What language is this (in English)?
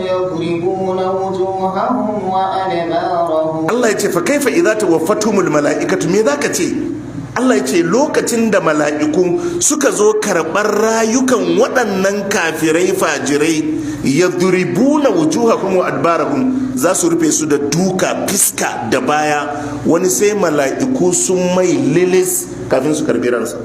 Hausa